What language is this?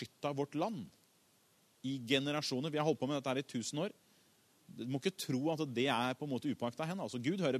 Norwegian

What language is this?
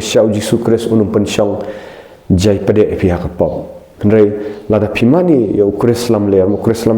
Khasi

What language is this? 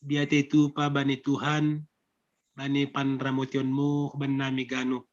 Batak Simalungun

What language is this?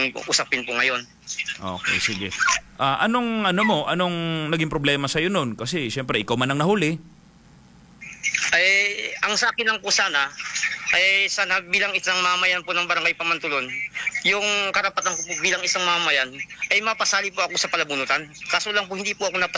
Filipino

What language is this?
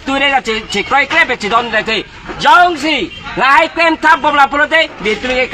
Karbi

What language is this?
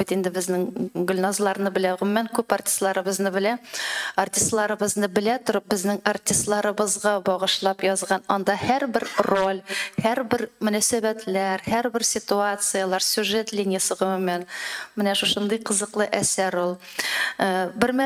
Tatar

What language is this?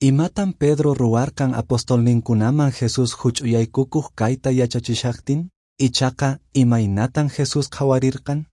Quechua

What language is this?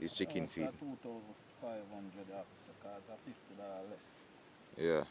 Jamaican Creole English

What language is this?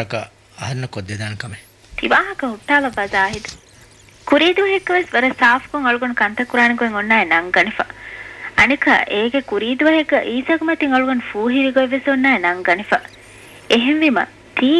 Divehi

